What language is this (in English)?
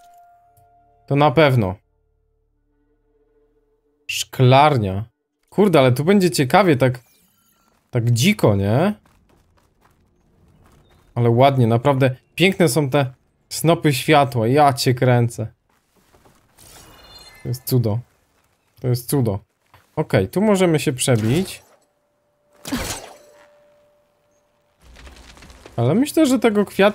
Polish